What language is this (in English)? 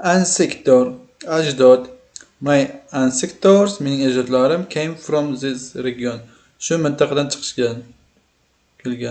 Uzbek